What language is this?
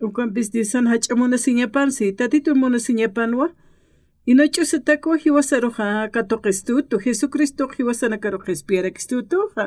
Aymara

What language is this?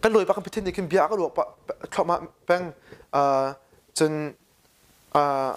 Hakha Chin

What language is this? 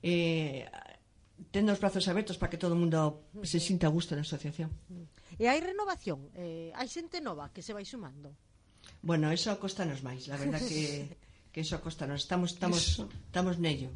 Galician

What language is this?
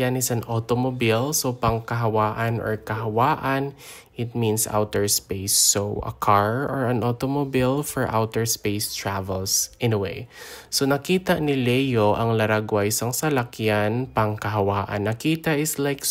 Hiligaynon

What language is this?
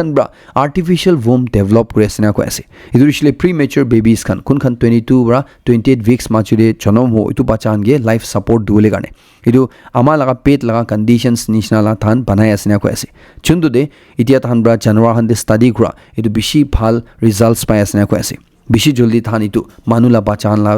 Naga Pidgin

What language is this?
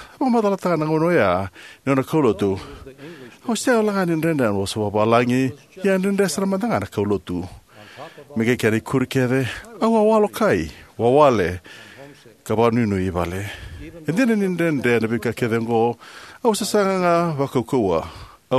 Fijian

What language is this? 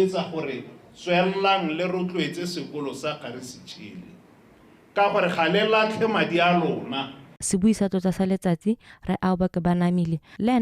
Tswana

